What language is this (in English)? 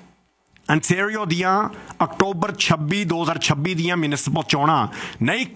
Punjabi